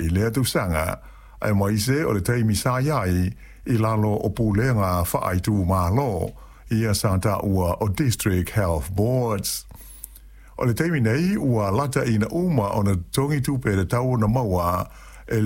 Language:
Samoan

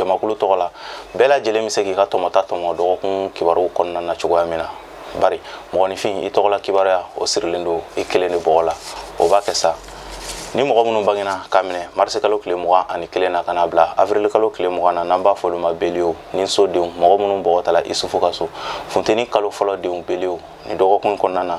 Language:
Bambara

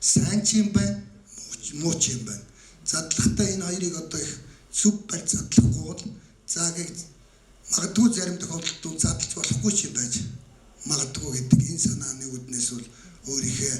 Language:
Mongolian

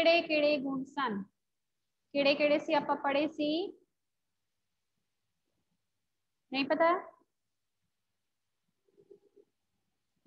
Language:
Punjabi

